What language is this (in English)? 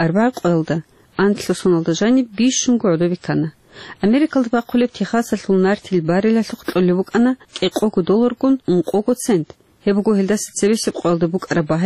Avaric